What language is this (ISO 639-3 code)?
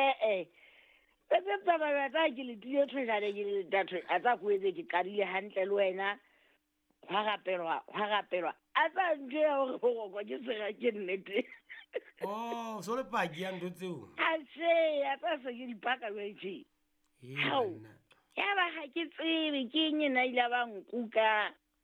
sot